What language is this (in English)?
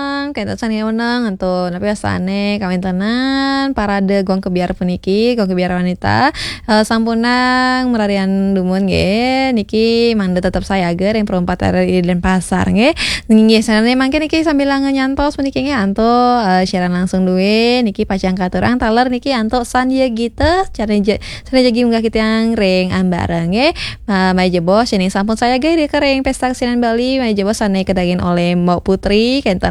Balinese